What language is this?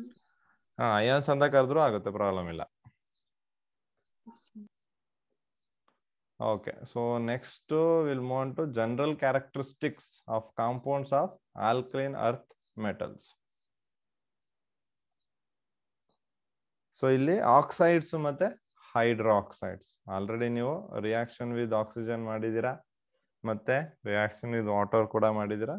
Kannada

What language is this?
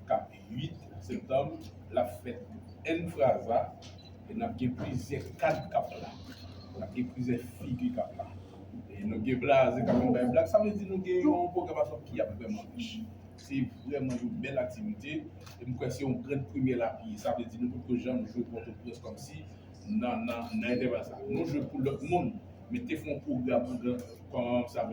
Haitian Creole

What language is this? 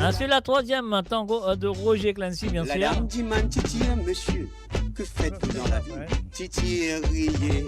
Morisyen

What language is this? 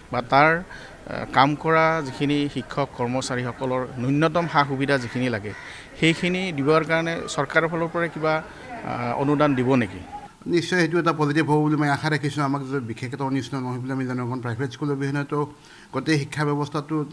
Assamese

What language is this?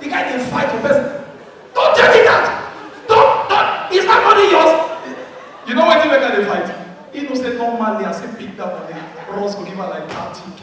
Nigerian Pidgin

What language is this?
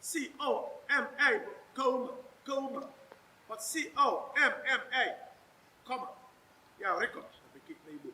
Igbo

